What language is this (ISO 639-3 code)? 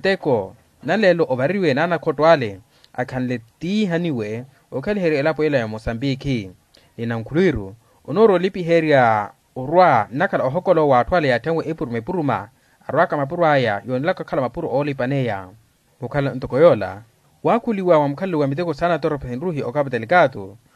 vmw